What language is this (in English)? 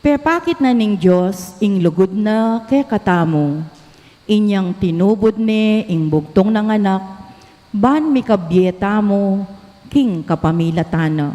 Pampanga